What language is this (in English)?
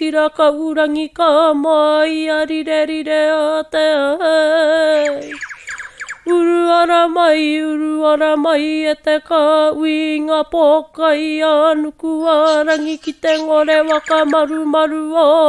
Māori